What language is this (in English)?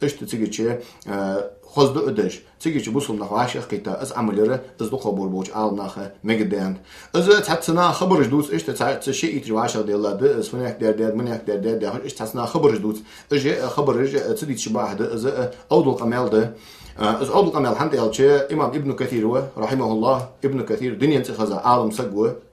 Ingush